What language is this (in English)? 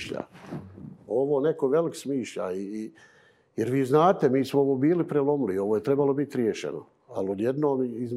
Bosnian